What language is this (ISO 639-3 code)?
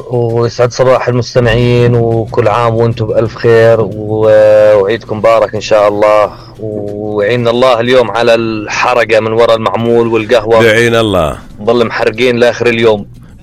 apc